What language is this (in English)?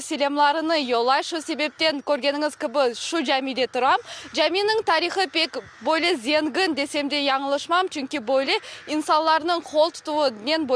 Crimean Tatar